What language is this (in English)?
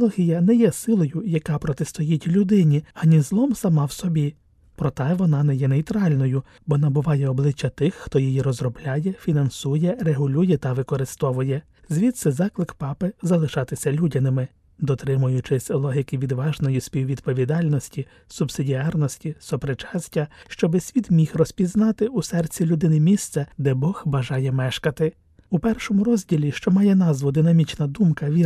Ukrainian